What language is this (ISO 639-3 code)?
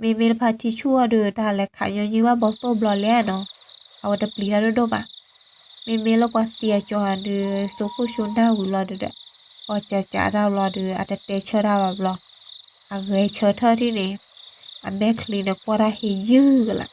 ksw